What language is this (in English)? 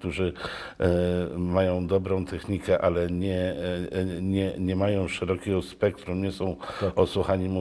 Polish